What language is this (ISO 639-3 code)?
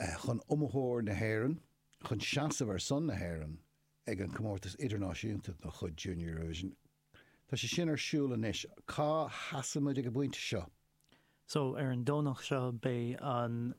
gle